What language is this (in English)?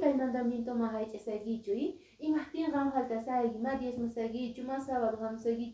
Quechua